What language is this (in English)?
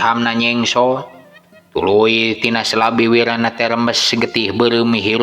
Sundanese